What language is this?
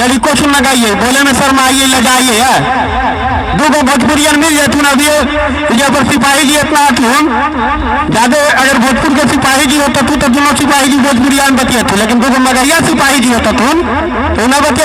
Magahi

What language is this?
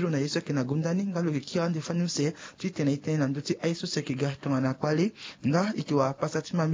Sango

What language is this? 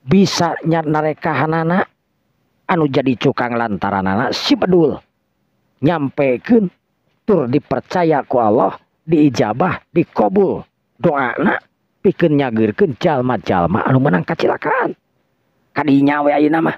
Sundanese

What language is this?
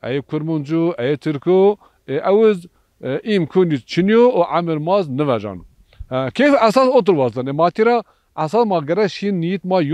Zaza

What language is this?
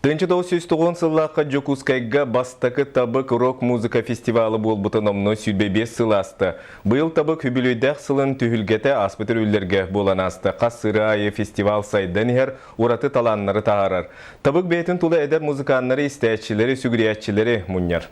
Yakut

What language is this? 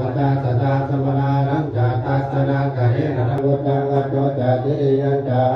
Pali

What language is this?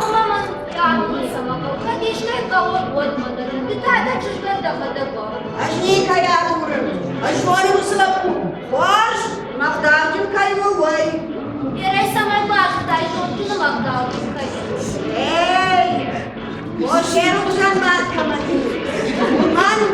Ossetic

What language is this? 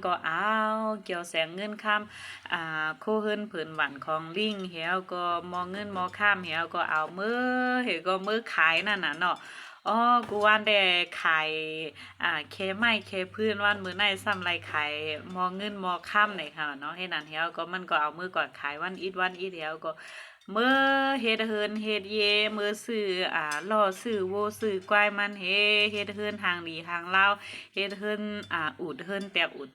Shan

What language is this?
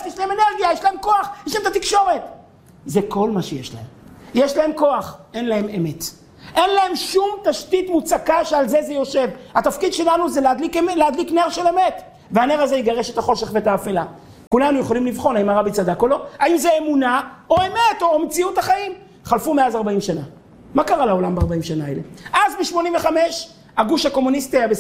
Hebrew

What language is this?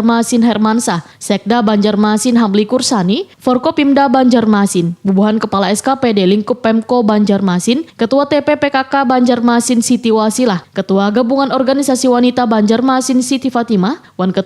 Banjar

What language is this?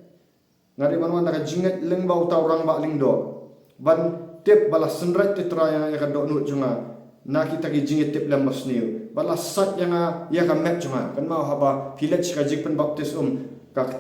Khasi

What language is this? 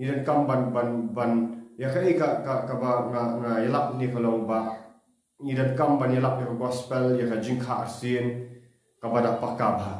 Khasi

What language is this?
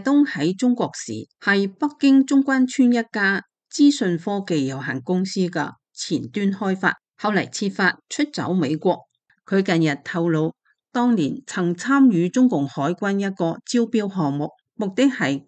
Cantonese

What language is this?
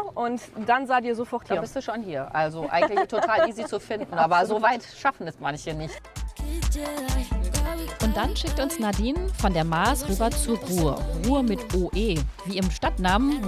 German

